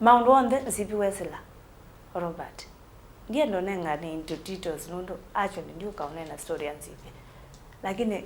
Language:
Kamba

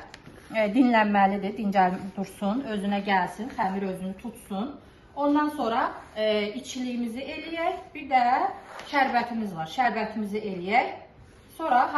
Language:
Azerbaijani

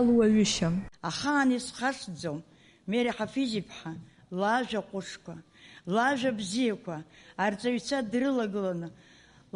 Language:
Abkhazian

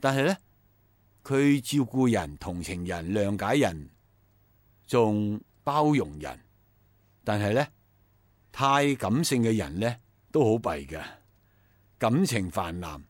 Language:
Cantonese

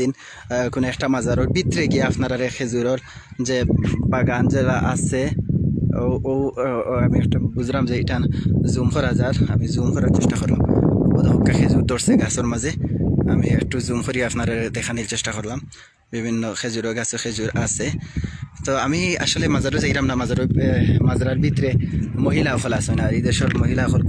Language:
Sylheti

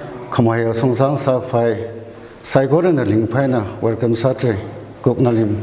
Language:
Tangkhul Naga (India)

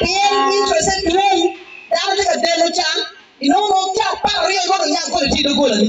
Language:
Acoli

